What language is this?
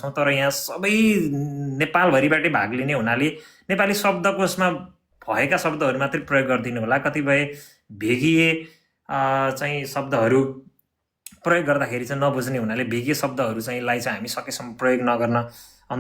Nepali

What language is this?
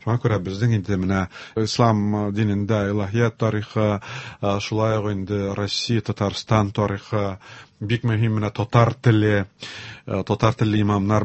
Tatar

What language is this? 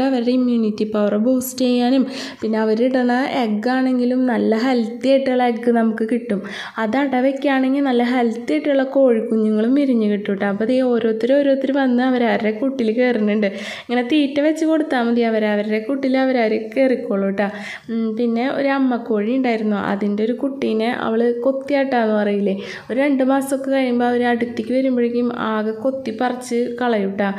Malayalam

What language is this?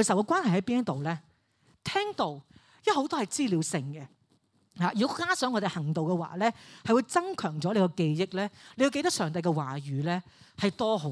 Cantonese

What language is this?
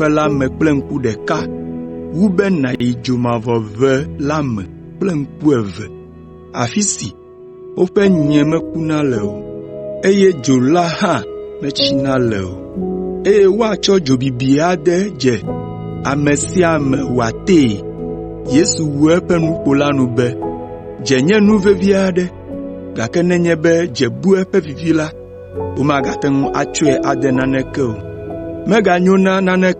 Ewe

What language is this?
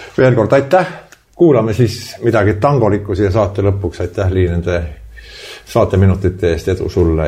Estonian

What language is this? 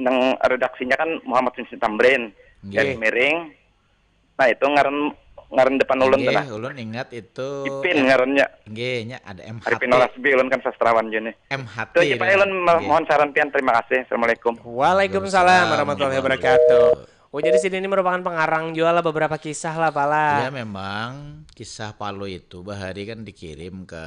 Banjar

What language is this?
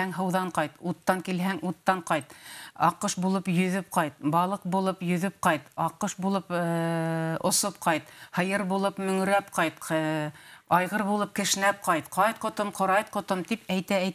Bashkir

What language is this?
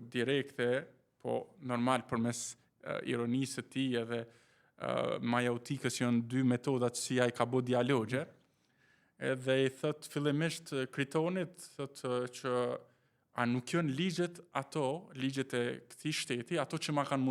Albanian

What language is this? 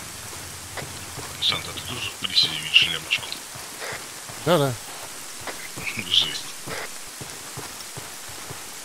Russian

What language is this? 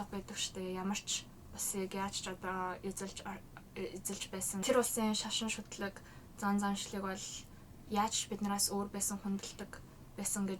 Mongolian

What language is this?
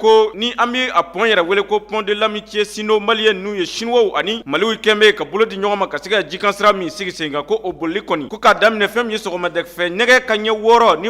Bambara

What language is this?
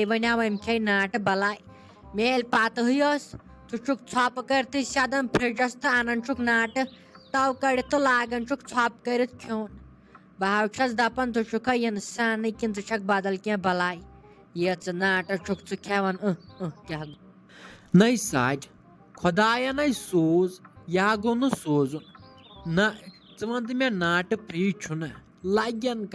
Kashmiri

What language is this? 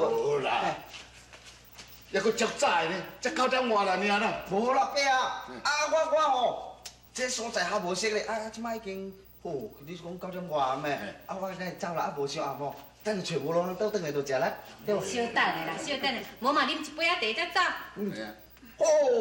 Min Nan Chinese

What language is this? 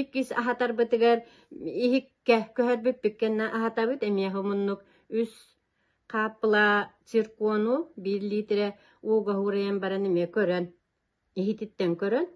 Yakut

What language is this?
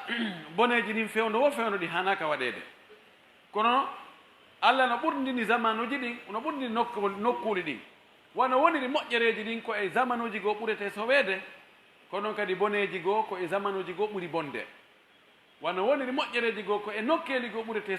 Pular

